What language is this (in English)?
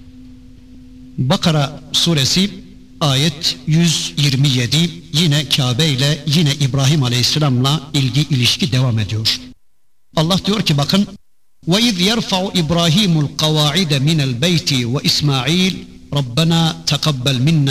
Turkish